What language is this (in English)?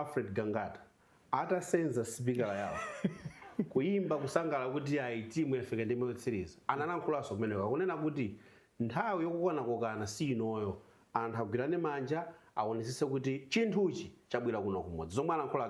Nyanja